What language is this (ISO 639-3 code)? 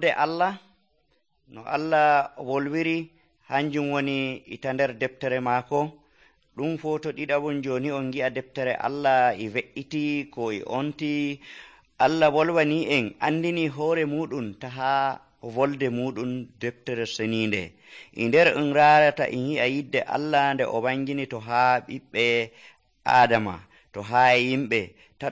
fuv